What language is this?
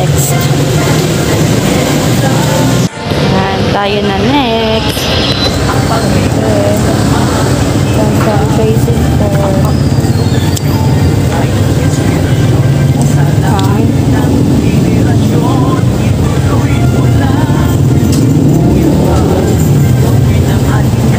Filipino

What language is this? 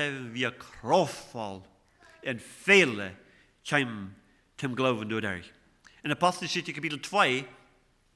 Plautdietsch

